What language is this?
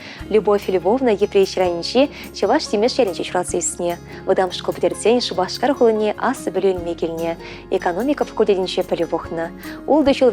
Chuvash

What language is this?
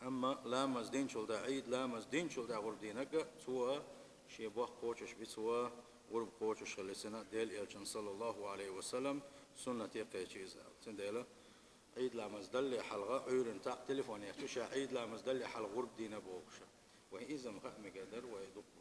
Chechen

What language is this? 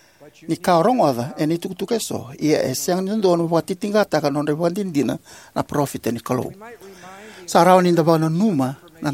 Fijian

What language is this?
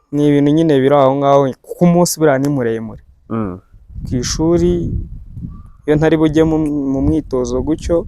Kinyarwanda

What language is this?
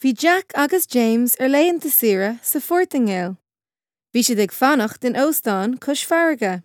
Irish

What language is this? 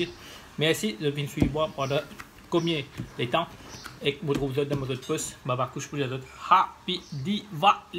Morisyen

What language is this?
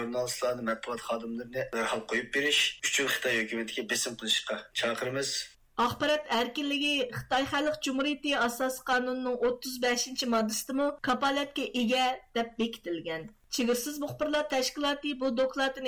Uyghur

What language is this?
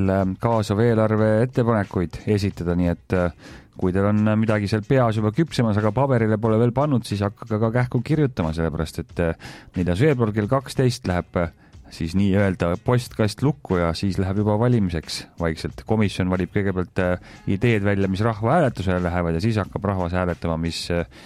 Estonian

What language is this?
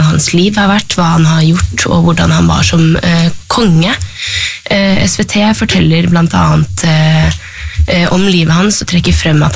Norwegian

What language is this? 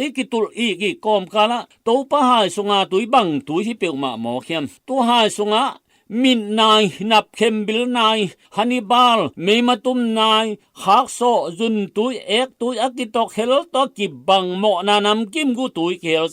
Tedim Chin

